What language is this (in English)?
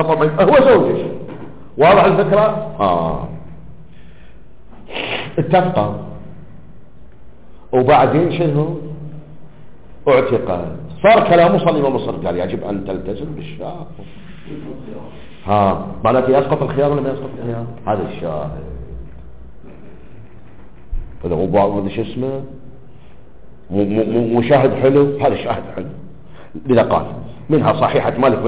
Arabic